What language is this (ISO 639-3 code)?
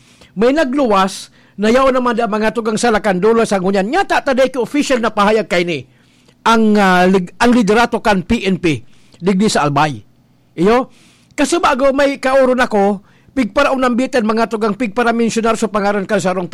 bik